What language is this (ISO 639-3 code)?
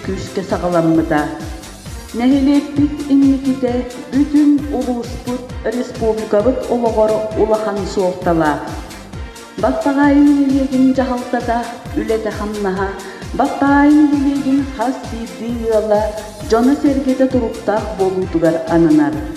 sah